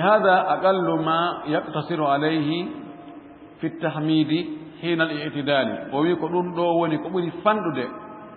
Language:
Fula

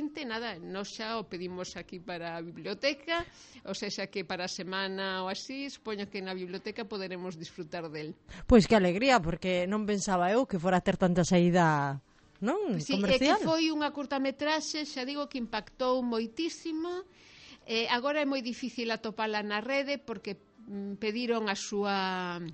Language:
Galician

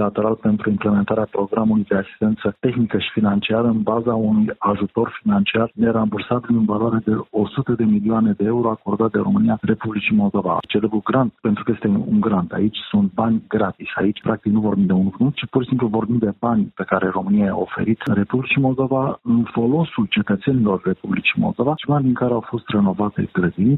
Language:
Romanian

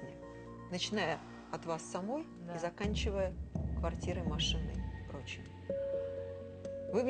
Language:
Russian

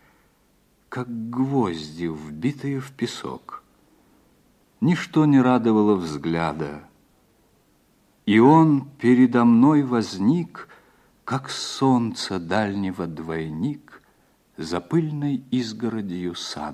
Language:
Russian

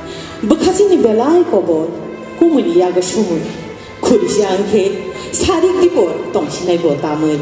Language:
Kok Borok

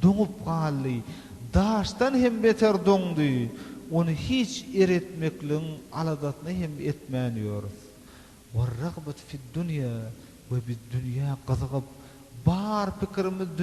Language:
Turkmen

